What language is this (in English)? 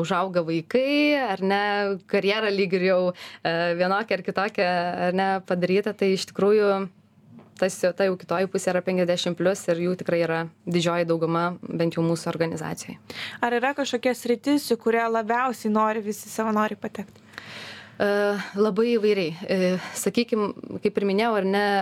Lithuanian